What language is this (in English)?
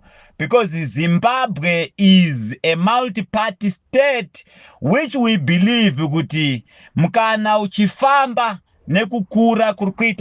Shona